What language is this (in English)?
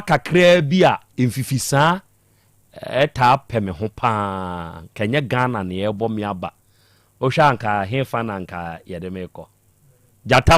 Akan